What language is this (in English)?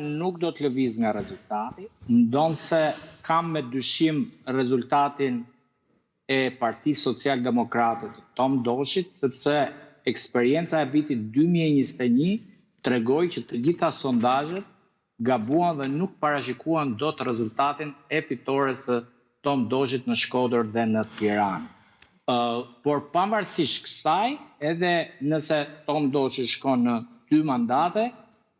Albanian